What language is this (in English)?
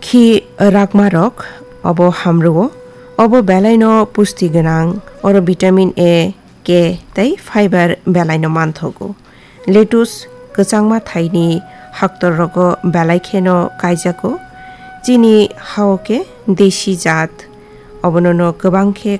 Kok Borok